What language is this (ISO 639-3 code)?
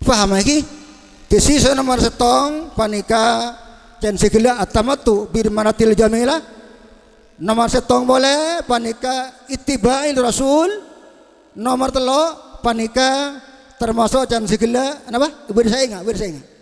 mad